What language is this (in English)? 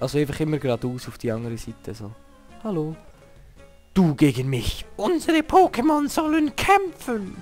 Swiss German